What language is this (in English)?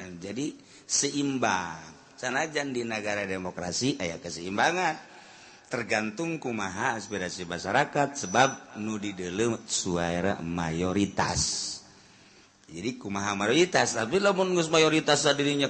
Sundanese